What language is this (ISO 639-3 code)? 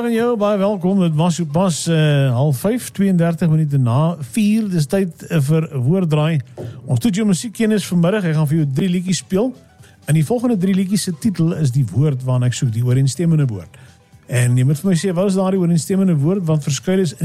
afr